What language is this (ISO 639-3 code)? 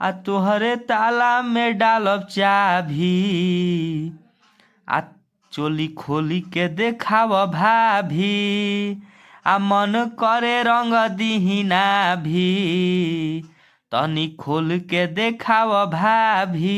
bho